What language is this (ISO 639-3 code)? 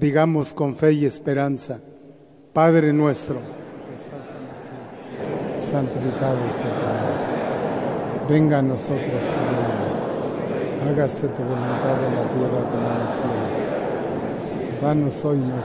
spa